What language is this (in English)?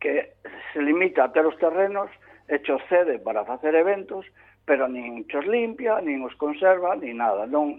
Galician